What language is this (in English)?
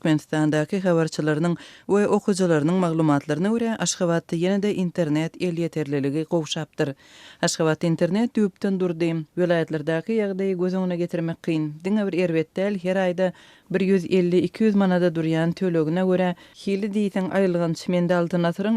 Turkmen